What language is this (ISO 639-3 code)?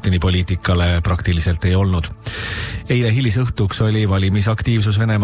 est